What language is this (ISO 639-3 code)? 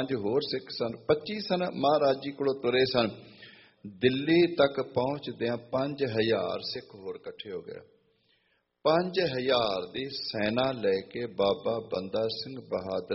pan